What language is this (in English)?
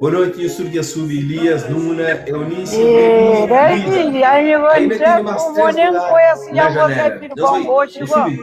Kabuverdianu